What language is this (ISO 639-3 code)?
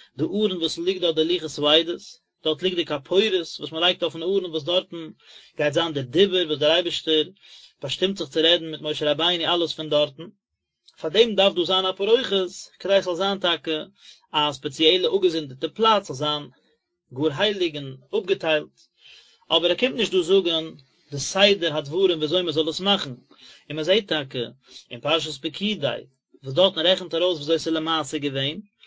yid